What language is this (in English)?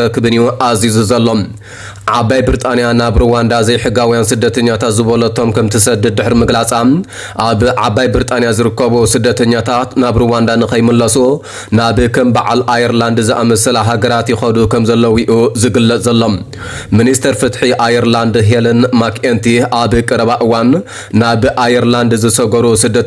Tigrinya